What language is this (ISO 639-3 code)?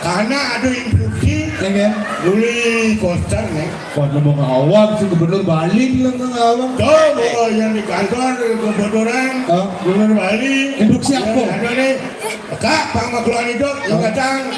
ban